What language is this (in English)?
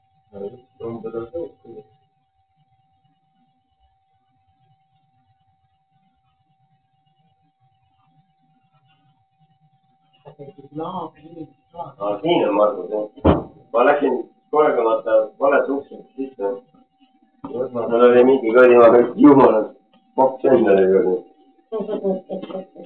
Estonian